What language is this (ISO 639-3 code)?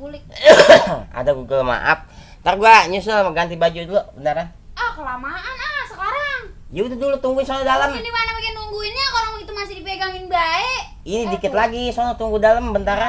bew